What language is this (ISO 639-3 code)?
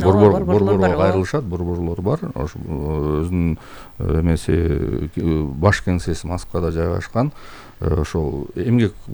kir